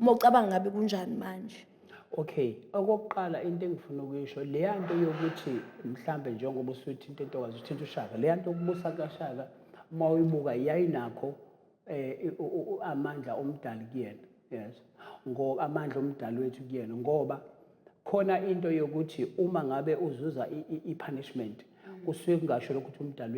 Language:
Zulu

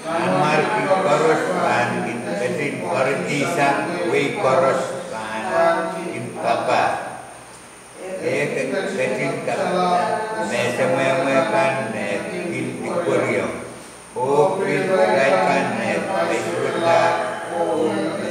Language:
Pohnpeian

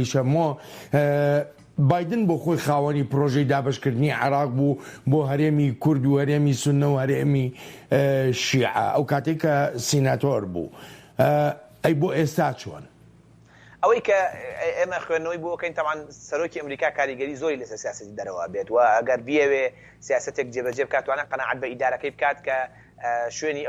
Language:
Central Kurdish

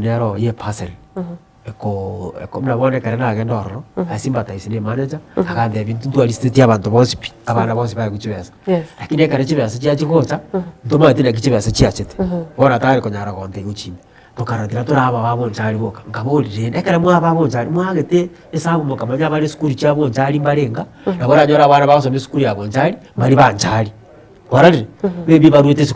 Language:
Gusii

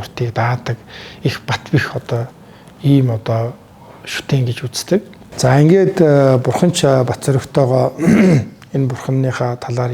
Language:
Mongolian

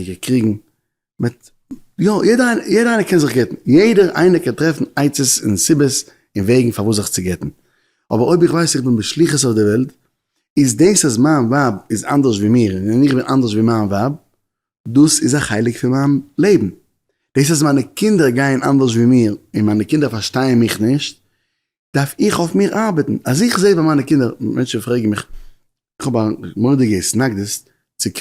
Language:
Yiddish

